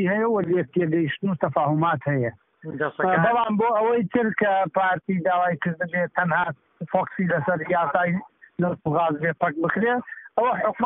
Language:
Central Kurdish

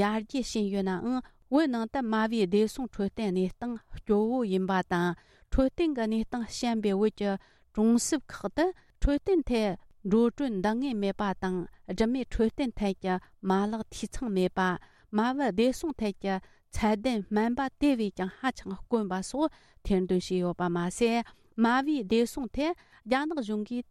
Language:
Tibetan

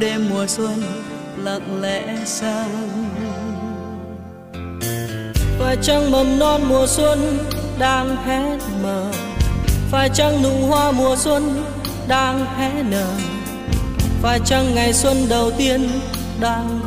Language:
Vietnamese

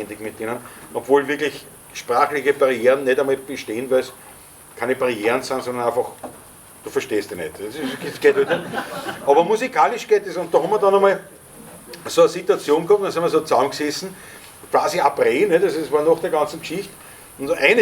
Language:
Bavarian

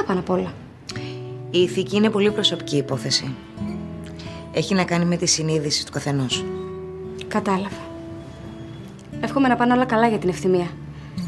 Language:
Greek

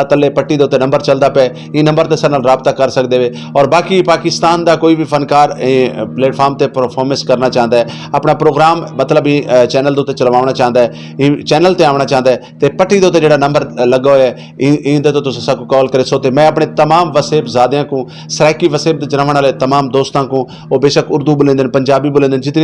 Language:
Saraiki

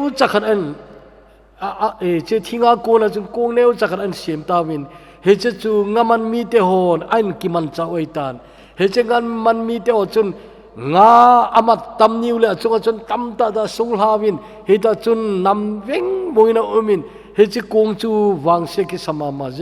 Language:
Thado Chin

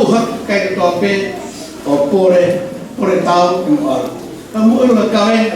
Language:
Tongan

